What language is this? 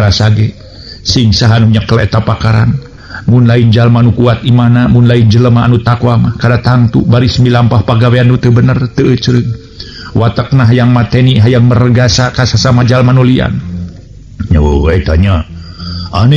Sundanese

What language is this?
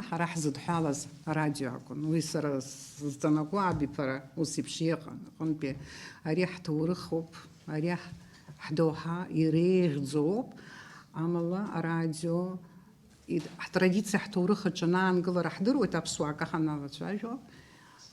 Abkhazian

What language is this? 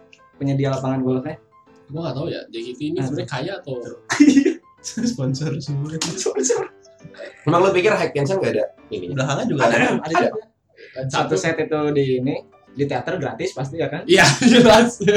Indonesian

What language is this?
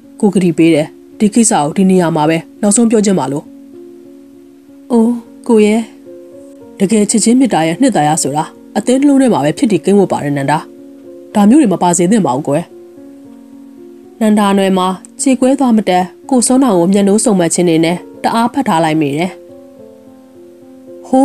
Burmese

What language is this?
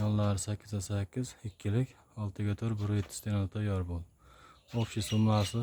Uzbek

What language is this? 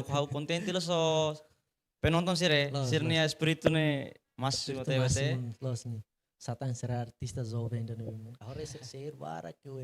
Tetum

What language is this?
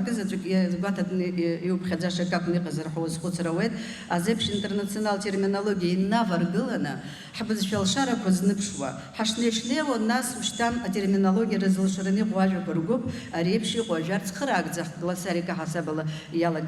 Abkhazian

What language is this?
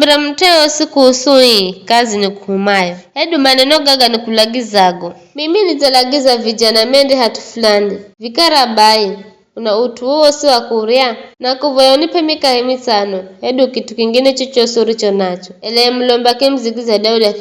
Giryama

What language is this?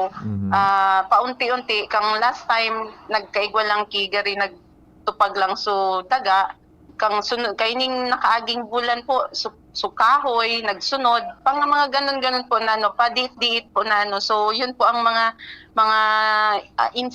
Bikol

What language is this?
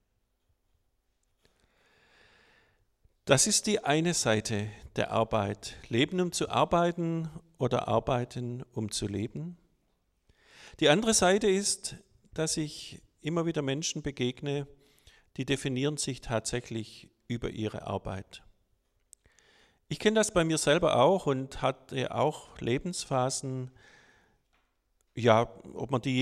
German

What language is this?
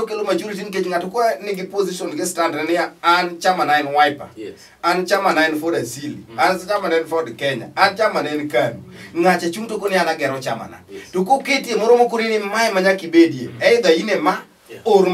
Luo (Kenya and Tanzania)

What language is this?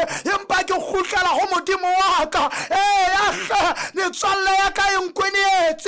Southern Sotho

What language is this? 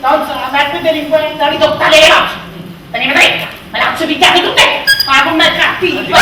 Neapolitan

